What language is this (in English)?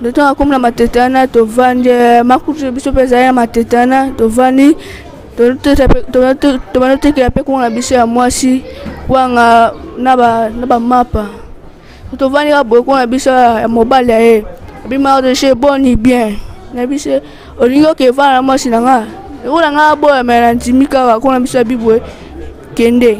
Lingala